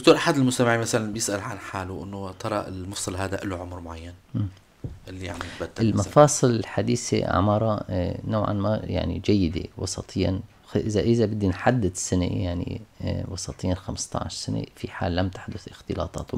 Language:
North Levantine Arabic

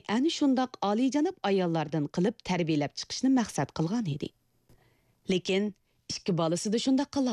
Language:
Uyghur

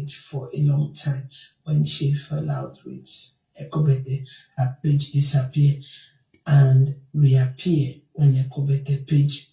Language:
Nigerian Pidgin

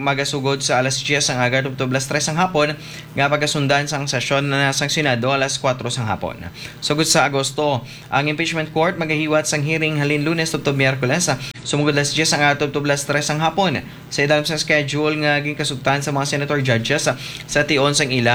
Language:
Hiligaynon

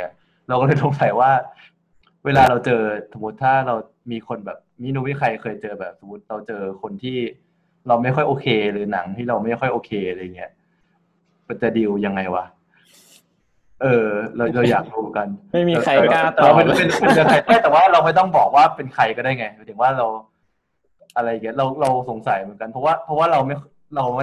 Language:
Thai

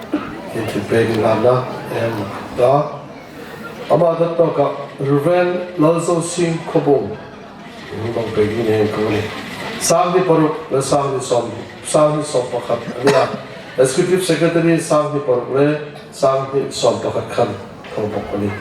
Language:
Hmar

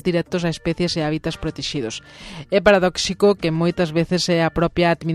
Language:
Galician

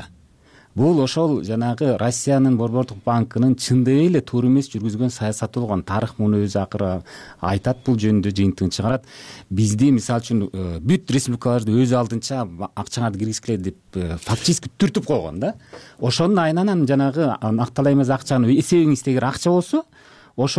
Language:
Kyrgyz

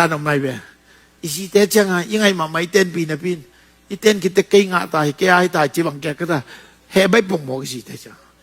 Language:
Tedim Chin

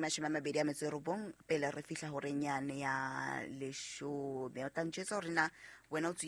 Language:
Southern Sotho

